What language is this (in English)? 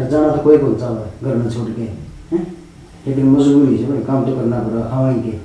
Haryanvi